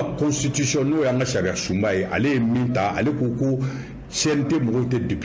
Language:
Bambara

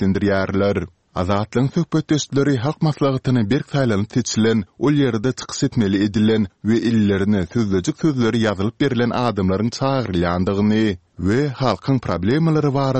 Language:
Turkmen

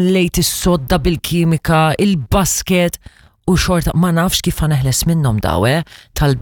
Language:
Maltese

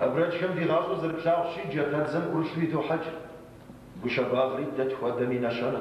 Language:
Kabardian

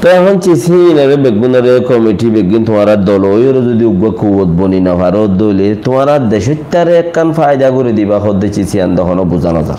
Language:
Rohingya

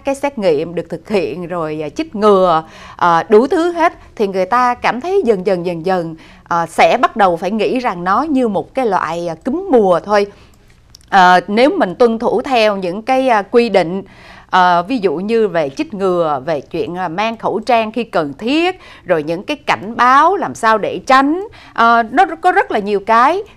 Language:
Vietnamese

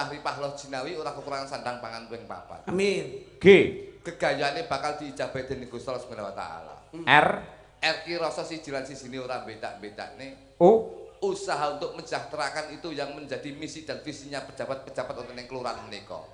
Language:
Javanese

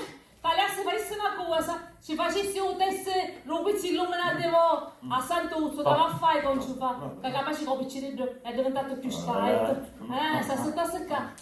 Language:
Sicilian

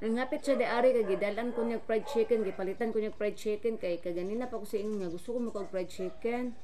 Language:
Cebuano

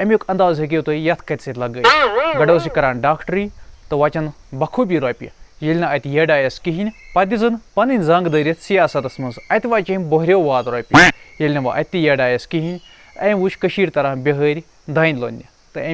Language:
Kashmiri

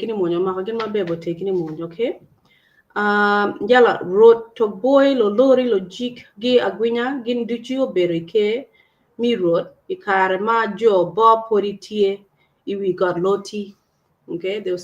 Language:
Acoli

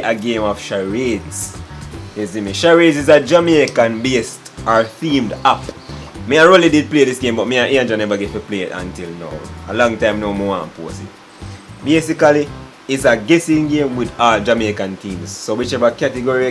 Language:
Jamaican Creole English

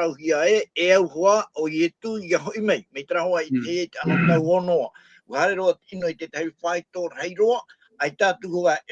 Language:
Tahitian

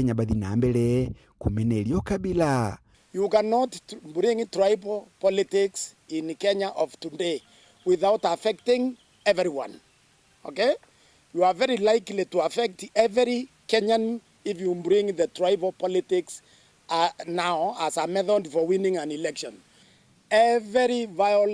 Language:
Meru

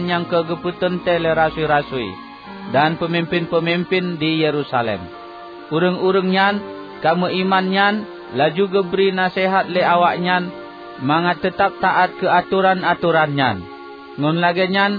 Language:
Achinese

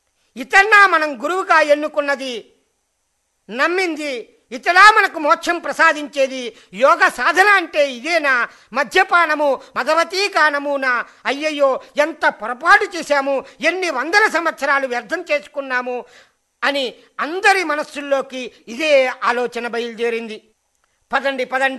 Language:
Telugu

